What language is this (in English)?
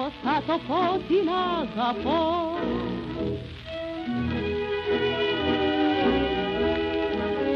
Greek